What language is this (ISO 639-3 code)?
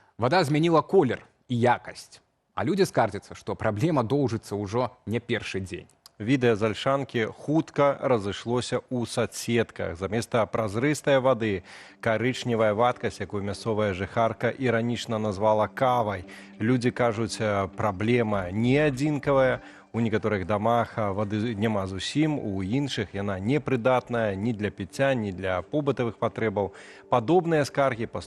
bel